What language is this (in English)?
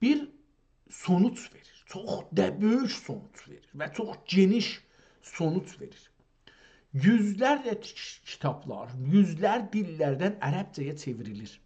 South Azerbaijani